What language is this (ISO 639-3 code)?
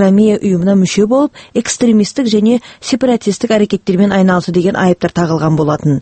kaz